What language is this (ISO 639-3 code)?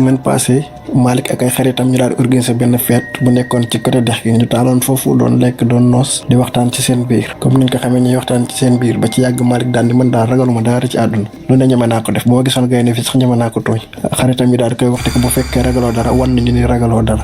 wol